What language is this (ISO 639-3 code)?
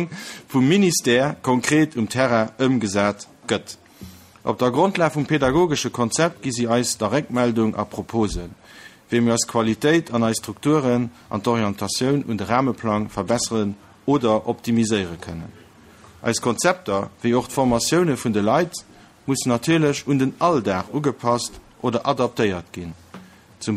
ltz